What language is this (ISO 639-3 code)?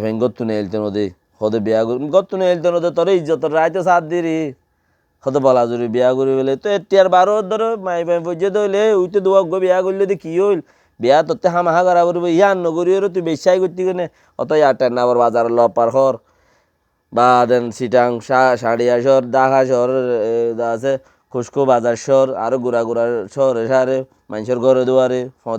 rhg